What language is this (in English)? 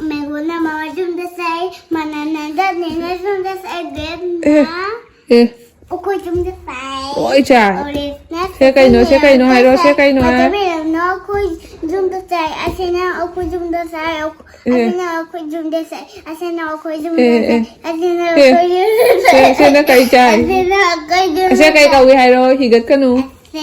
Manipuri